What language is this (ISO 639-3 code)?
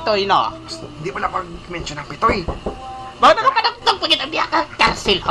hil